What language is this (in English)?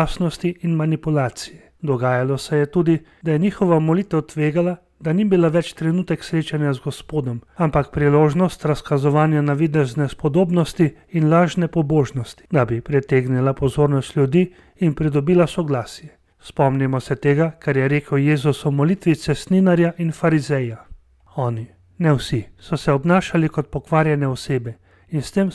Slovenian